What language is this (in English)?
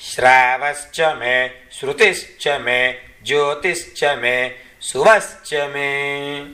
Sanskrit